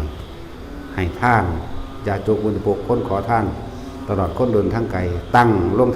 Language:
Lao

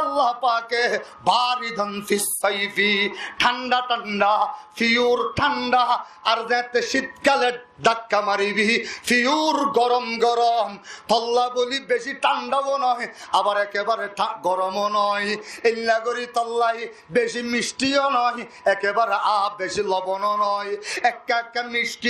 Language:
Rohingya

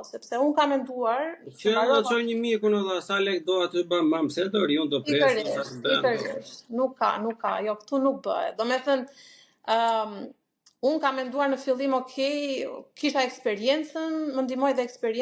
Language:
Albanian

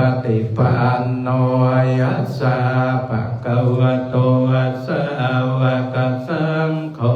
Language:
Pali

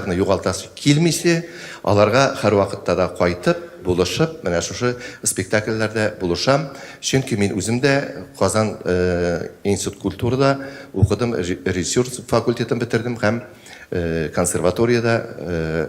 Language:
Tatar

